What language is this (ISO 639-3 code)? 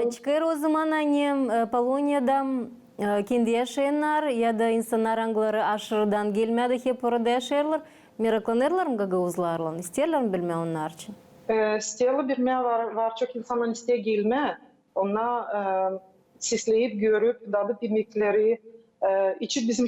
gag